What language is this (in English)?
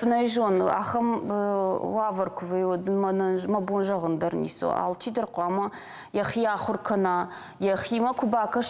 Ossetic